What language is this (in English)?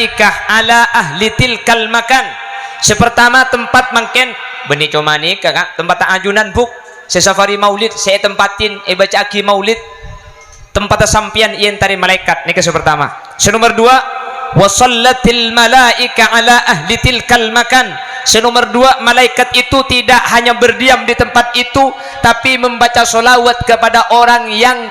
Madurese